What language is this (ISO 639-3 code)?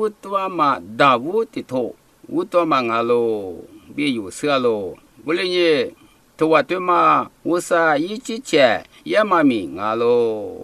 lis